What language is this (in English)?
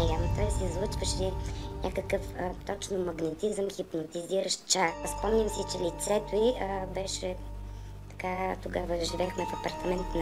Bulgarian